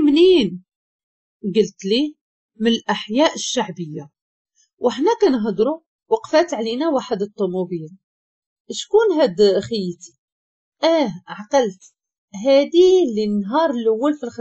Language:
Moroccan Arabic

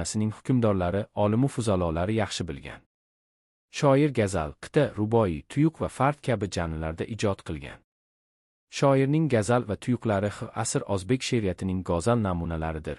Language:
Uzbek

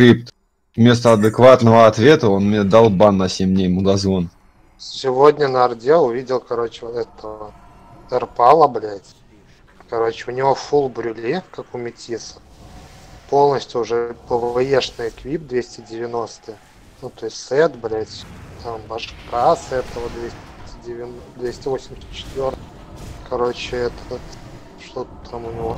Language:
Russian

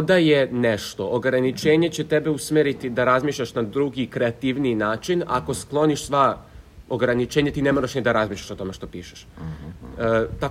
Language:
Serbian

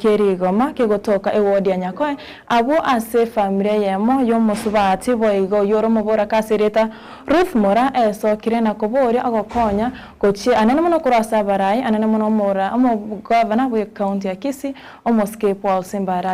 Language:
Gusii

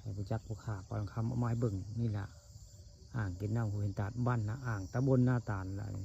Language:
Northeastern Thai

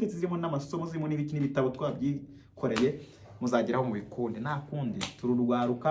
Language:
Kinyarwanda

